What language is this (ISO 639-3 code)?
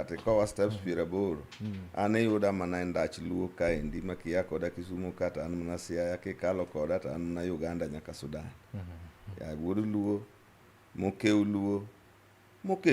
luo